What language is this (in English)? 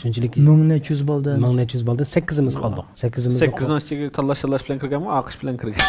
Uyghur